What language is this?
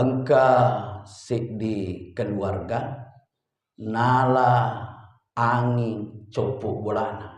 Buginese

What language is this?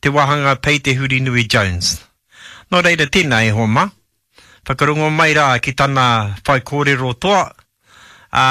Māori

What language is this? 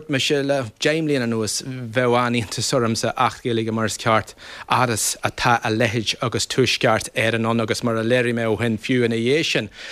Irish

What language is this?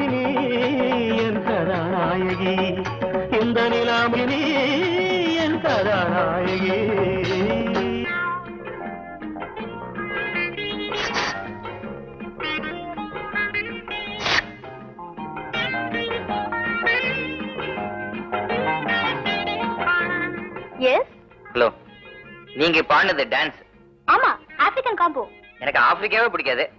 Tamil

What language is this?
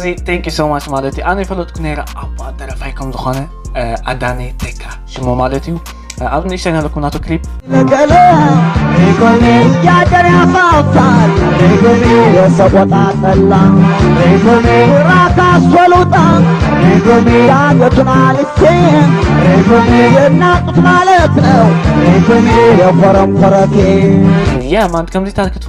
Tigrinya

